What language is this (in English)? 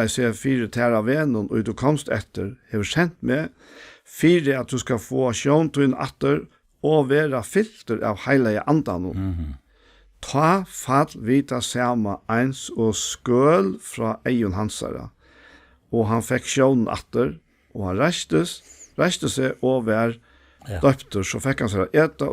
Faroese